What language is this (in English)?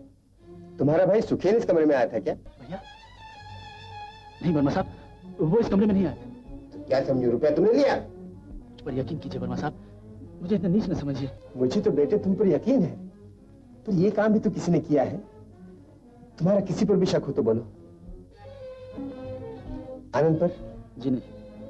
Hindi